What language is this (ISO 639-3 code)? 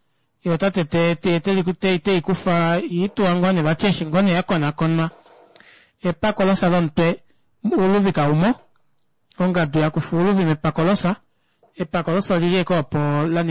kua